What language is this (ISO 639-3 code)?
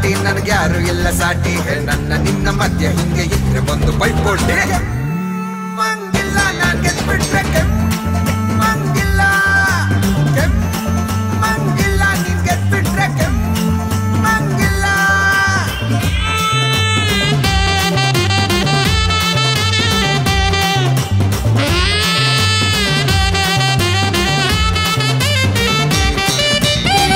kan